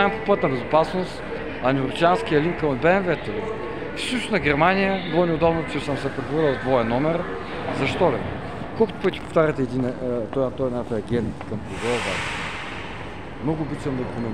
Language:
Bulgarian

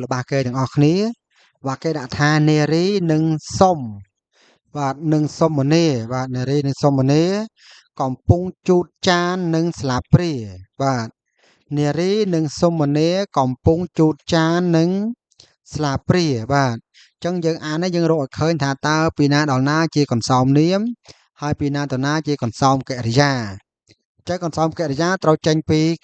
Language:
Khmer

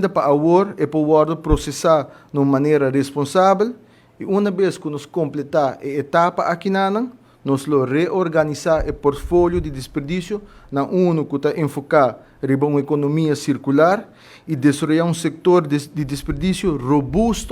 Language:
Papiamento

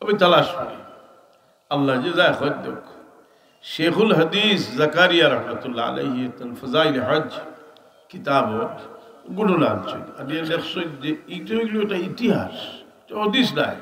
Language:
Sylheti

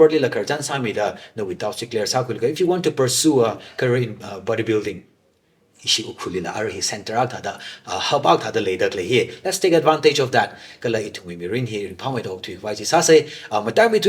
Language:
Tangkhul Naga (India)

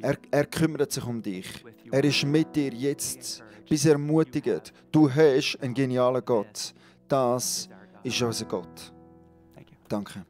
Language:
Swiss German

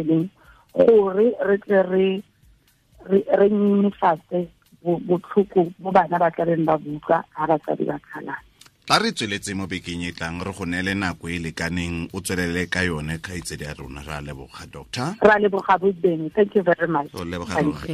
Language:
Tswana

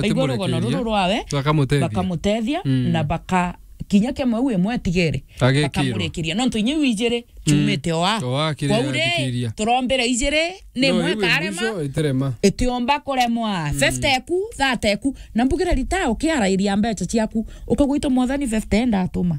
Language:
Meru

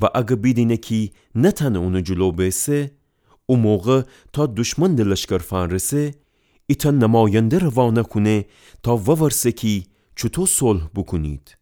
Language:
Gilaki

